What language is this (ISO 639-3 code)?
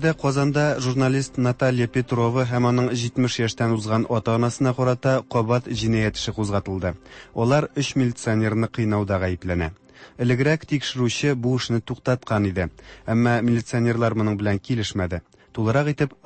tat